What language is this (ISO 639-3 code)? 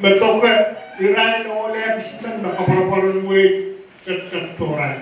pon